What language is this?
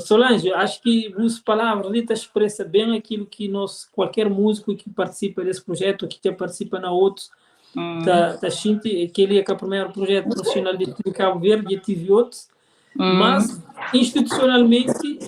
Kabuverdianu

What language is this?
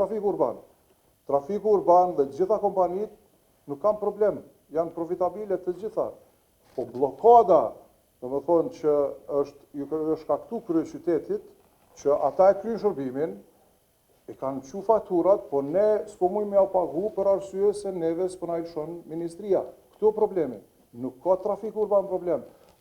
Albanian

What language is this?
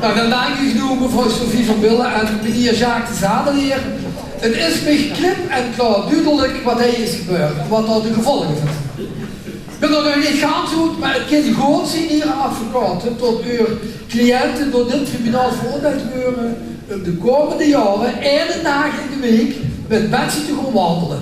Limburgish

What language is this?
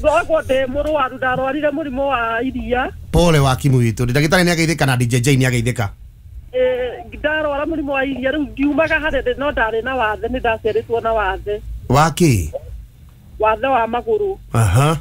Kikuyu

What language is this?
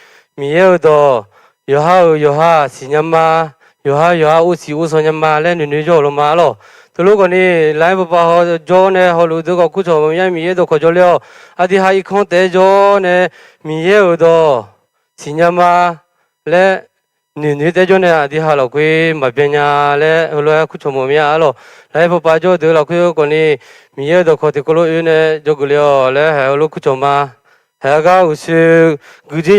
Akha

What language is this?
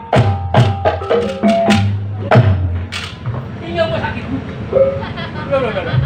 Betawi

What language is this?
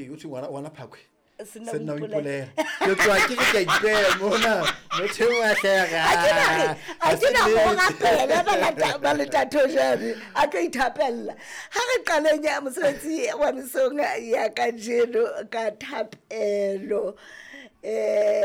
Southern Sotho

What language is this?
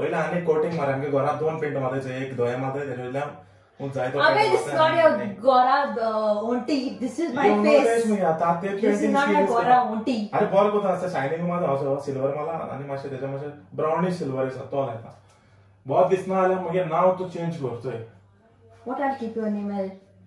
Konkani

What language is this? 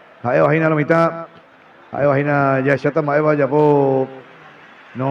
Guarani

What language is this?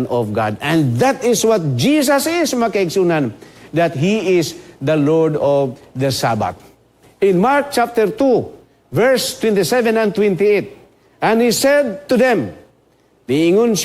Cebuano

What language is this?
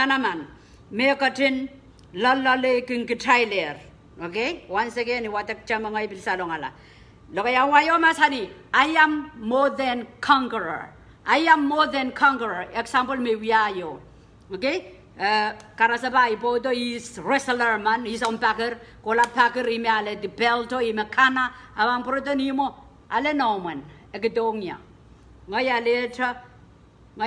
Pohnpeian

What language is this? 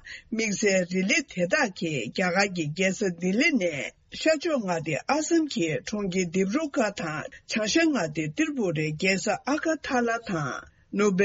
Tibetan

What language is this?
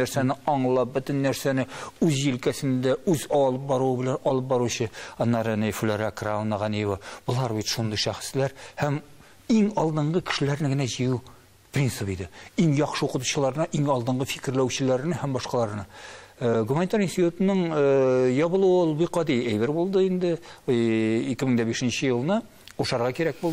Tatar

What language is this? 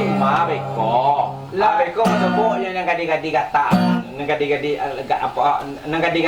Minangkabau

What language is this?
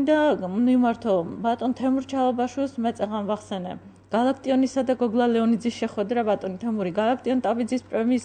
Georgian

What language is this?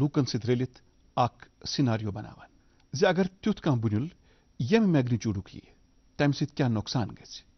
Kashmiri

